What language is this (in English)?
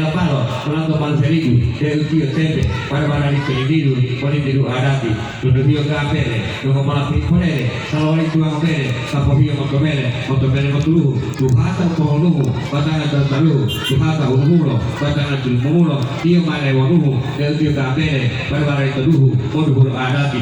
Gorontalo